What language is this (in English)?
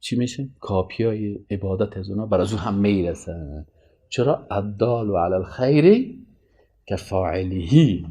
Persian